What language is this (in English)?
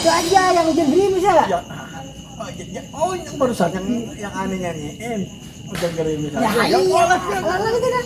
Betawi